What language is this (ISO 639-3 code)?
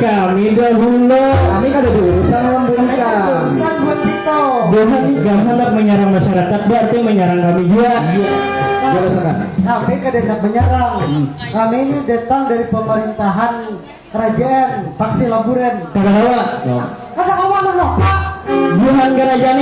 bjn